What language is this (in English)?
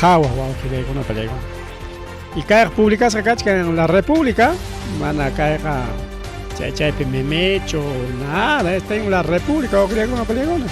Ayacucho Quechua